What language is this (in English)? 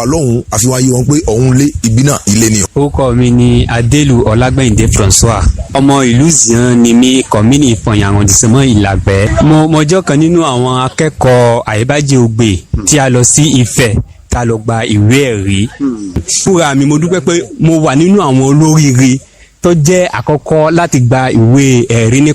Yoruba